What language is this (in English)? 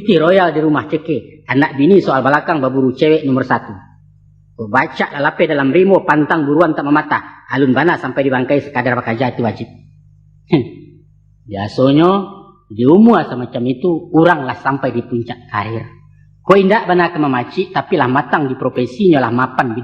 Minangkabau